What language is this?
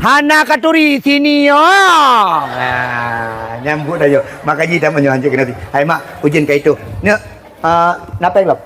Achinese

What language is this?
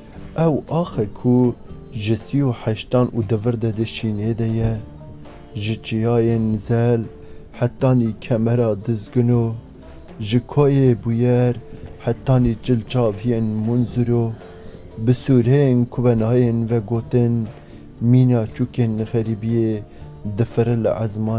Kurdish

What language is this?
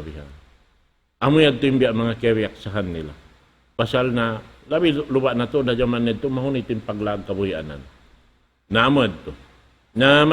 Tausug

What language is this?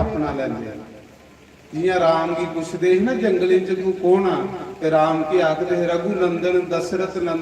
Dogri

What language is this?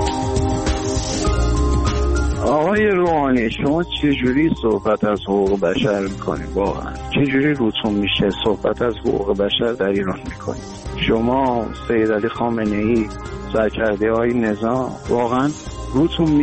Persian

